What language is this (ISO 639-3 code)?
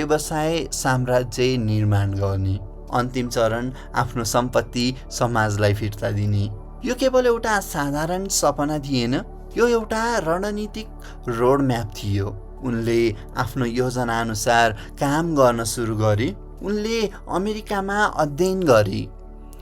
nep